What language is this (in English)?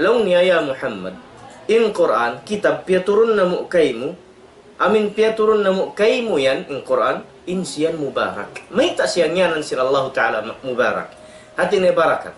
Tausug